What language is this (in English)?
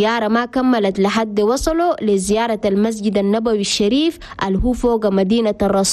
Chadian Arabic